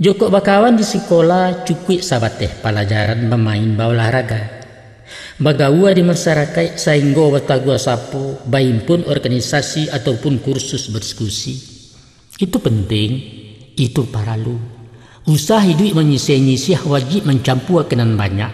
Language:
Minangkabau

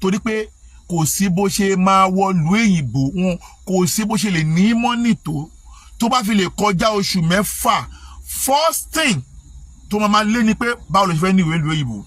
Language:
Yoruba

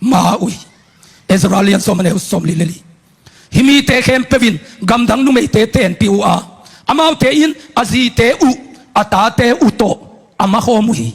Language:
Tedim Chin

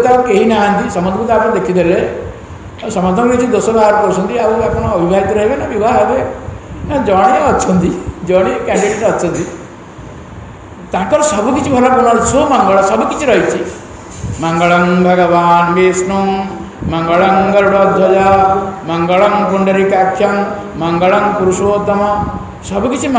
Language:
Odia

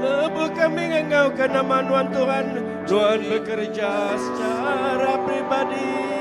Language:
Iban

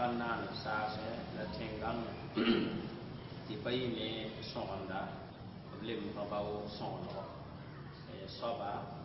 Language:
Mossi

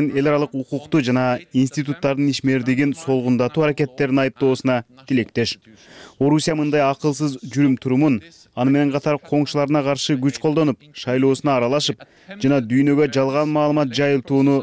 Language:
Kyrgyz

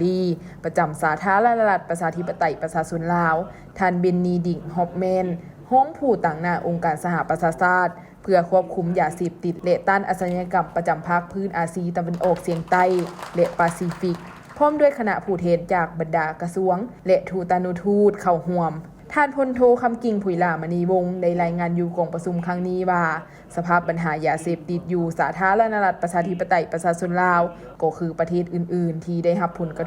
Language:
Lao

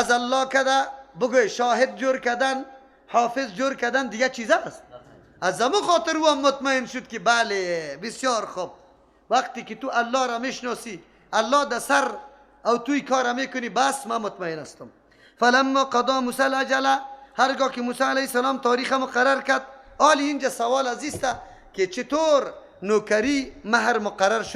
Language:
Persian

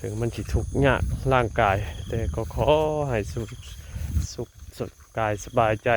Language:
Northeastern Thai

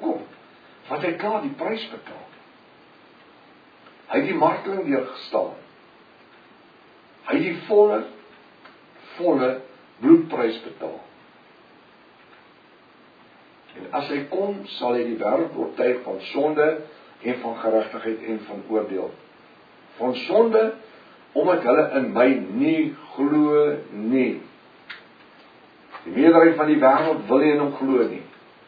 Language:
Afrikaans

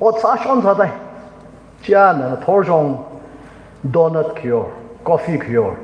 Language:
Tangkhul Naga (India)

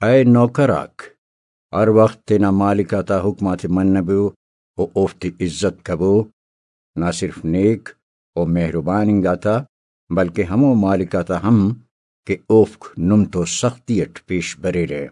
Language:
Brahui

